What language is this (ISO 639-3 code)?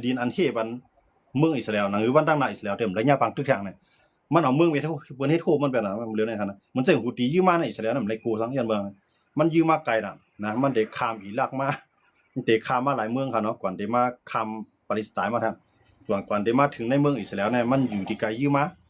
shn